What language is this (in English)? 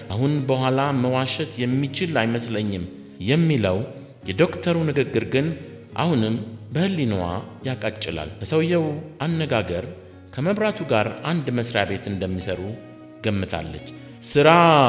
Amharic